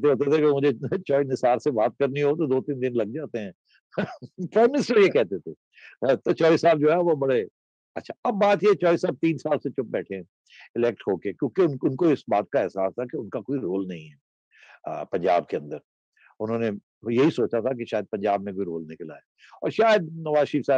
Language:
Urdu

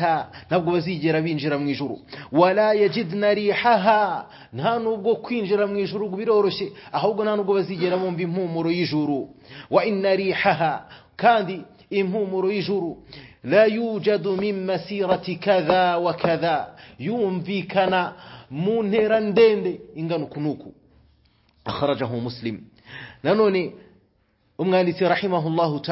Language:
Kinyarwanda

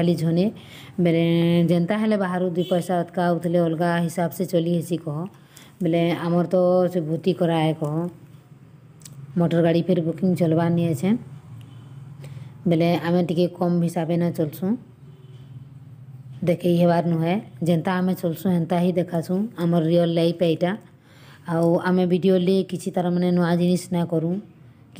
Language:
Sambalpuri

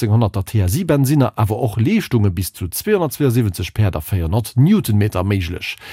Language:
Luxembourgish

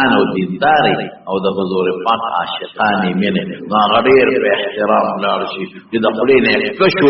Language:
Pashto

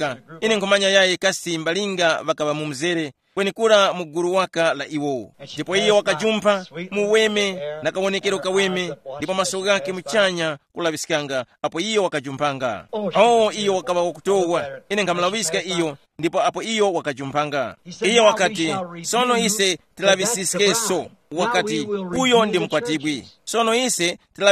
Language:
Tumbuka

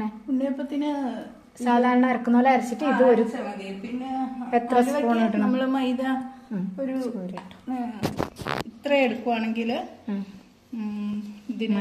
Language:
Malayalam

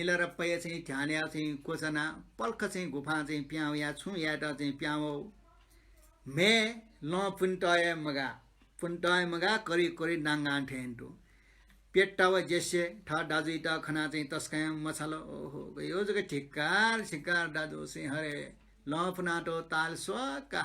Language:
Newari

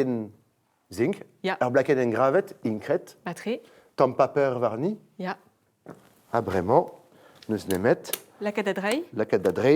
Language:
Breton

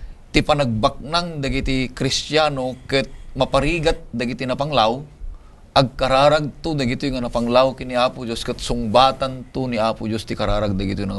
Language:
Iloko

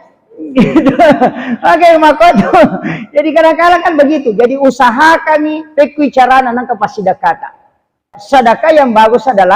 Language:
Buginese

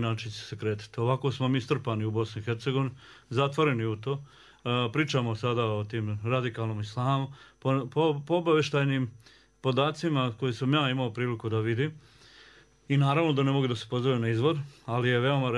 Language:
Bosnian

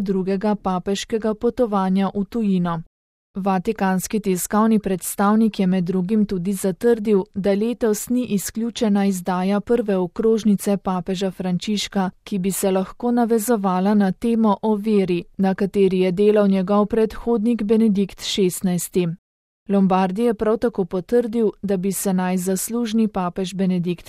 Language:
Slovenian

